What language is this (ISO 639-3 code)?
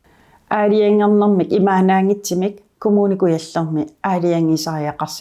kal